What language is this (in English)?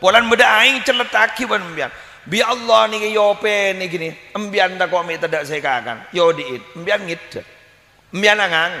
Madurese